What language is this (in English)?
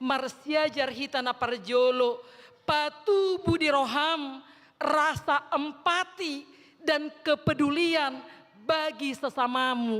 Batak Toba